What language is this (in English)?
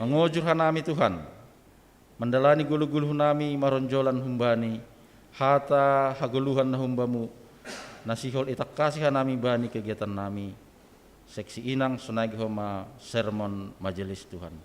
Batak Simalungun